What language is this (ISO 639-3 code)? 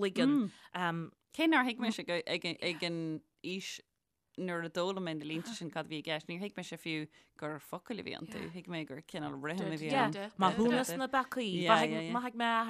gle